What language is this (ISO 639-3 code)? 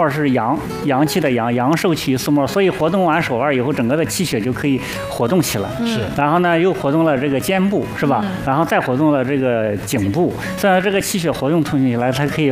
zho